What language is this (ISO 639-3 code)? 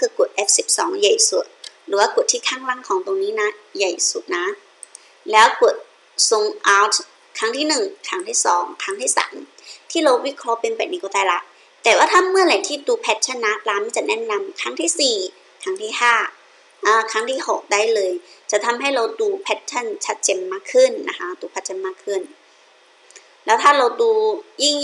tha